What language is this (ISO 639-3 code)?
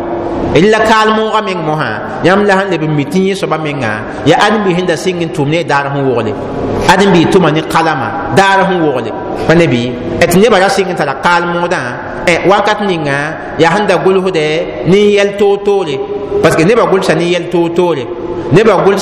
mos